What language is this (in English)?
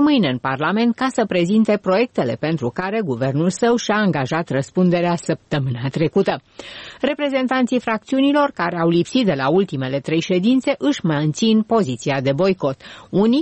Romanian